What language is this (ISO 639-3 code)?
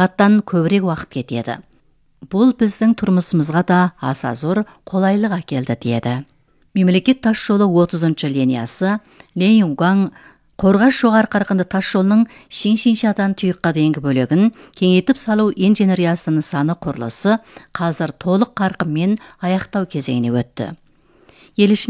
kaz